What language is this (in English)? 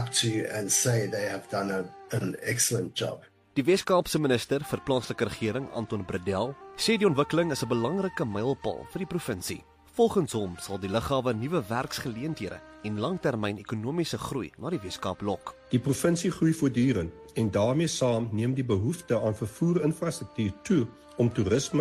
Afrikaans